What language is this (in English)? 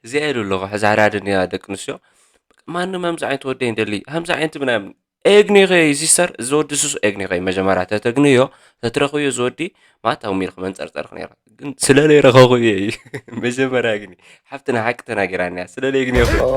Tigrinya